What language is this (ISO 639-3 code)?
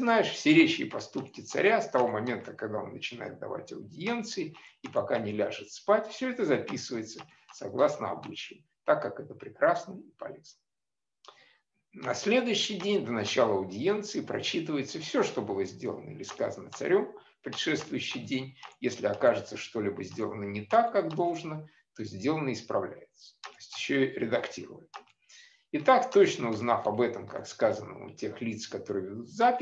rus